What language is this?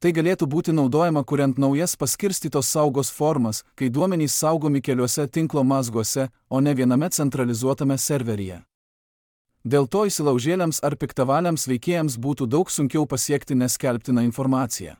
Lithuanian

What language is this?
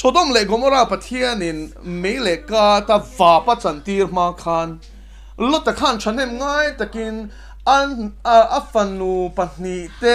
Mizo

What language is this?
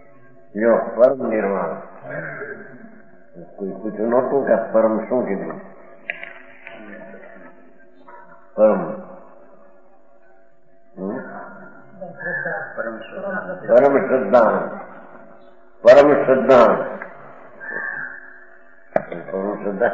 Gujarati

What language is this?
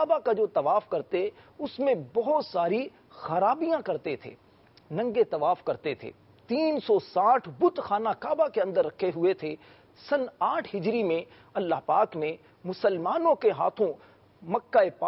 Urdu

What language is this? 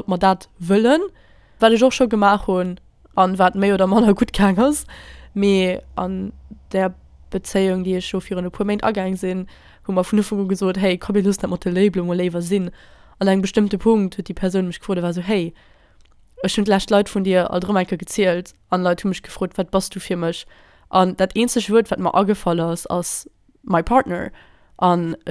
Luxembourgish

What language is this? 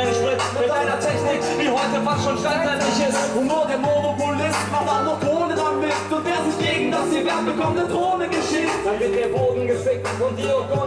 German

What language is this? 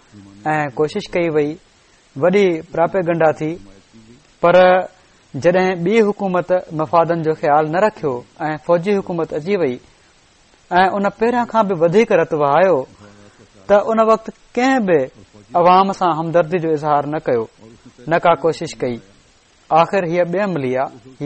Sindhi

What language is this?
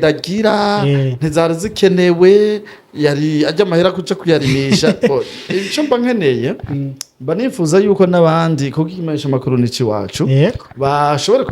Rundi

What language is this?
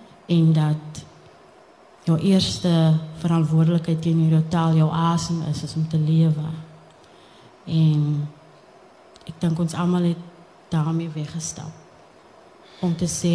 Afrikaans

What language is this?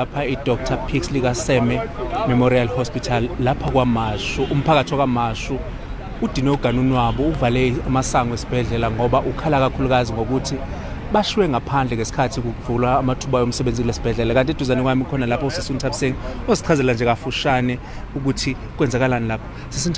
Zulu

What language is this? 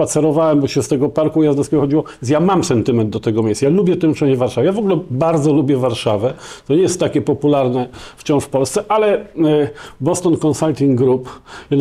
Polish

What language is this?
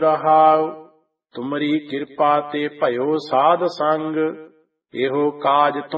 Punjabi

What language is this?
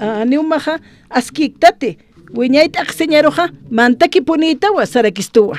Aymara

